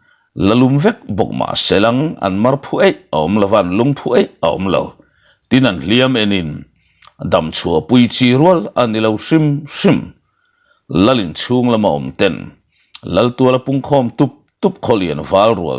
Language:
Mizo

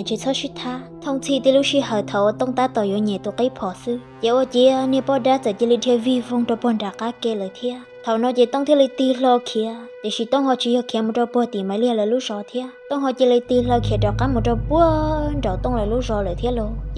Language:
Hmong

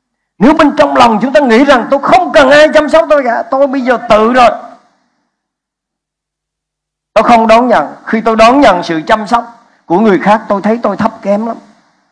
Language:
Vietnamese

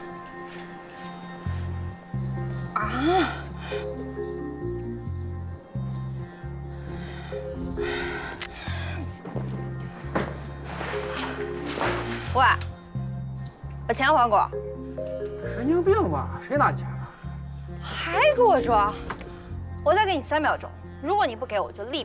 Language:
Chinese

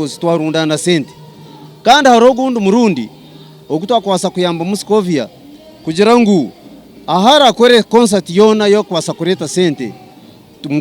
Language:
Nyankole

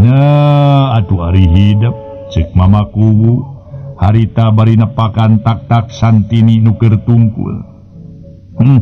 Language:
Sundanese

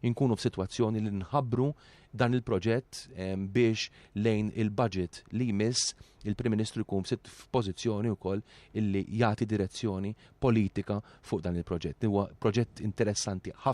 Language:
Maltese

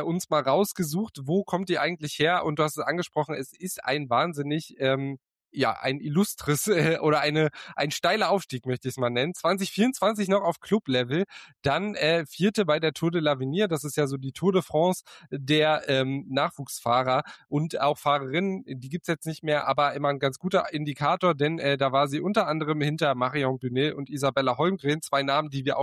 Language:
German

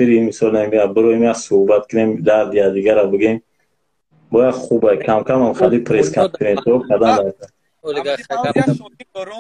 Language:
Tajik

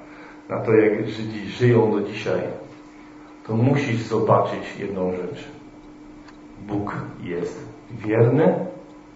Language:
Polish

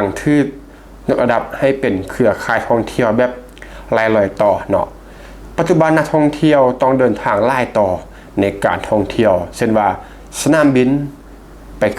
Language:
Lao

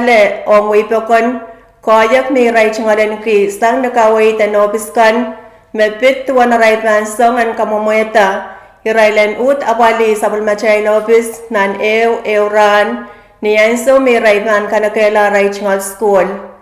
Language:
Pohnpeian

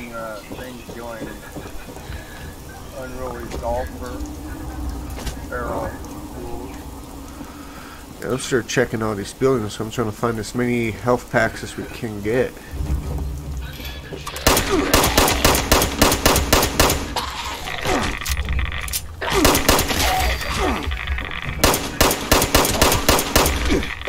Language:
English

